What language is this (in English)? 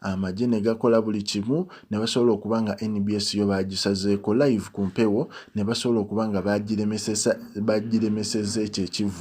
Ganda